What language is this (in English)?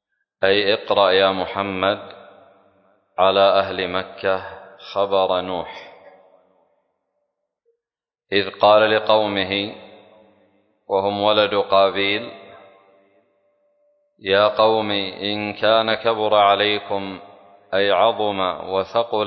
Arabic